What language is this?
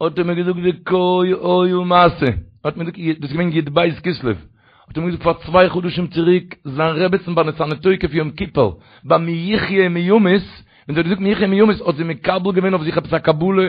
Yiddish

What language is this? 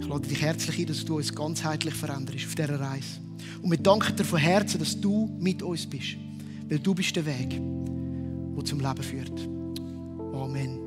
Swiss German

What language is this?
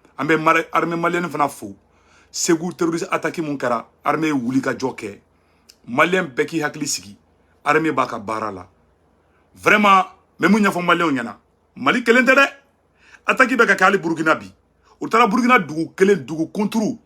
Bambara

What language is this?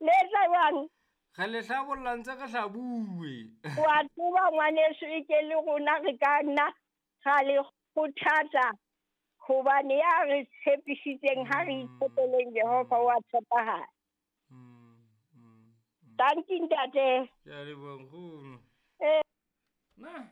Southern Sotho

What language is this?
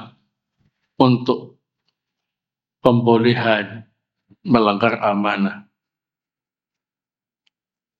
Indonesian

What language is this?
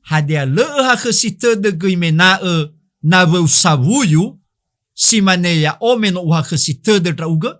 Nias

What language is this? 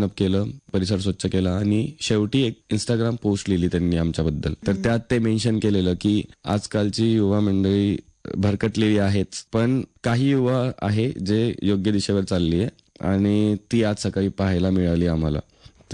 Marathi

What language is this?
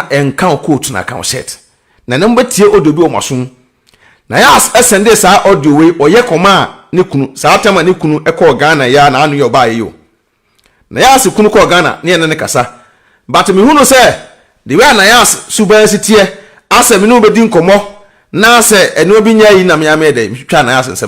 Akan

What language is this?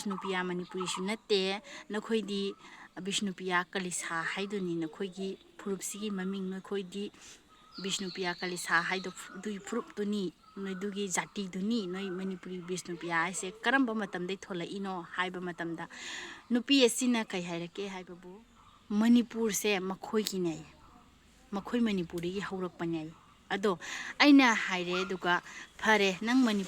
Manipuri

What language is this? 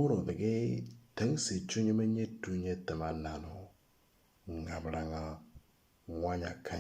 Moro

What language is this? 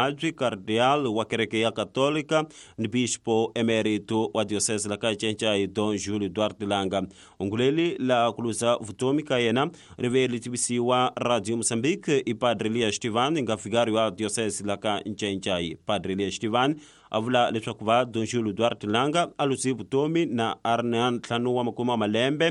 Tsonga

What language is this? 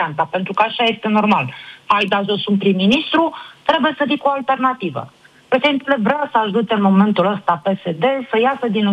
Romanian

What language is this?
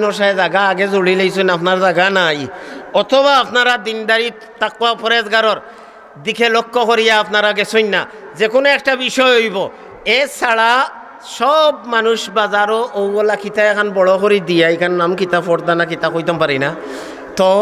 Sylheti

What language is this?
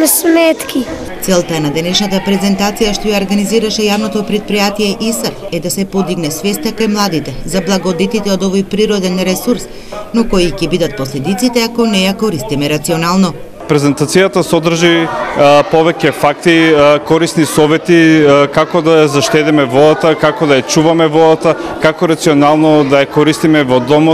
Macedonian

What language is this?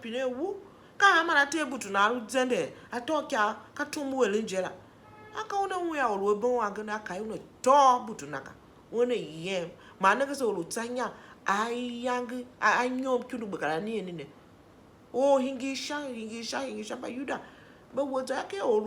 Tiv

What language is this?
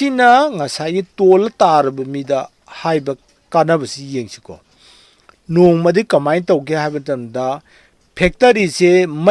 Manipuri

